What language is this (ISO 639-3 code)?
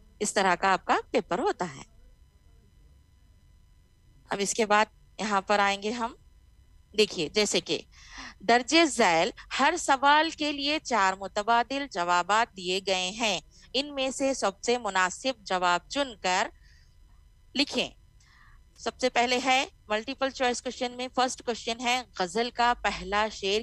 urd